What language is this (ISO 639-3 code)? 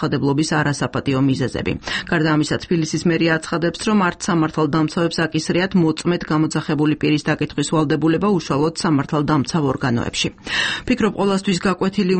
kat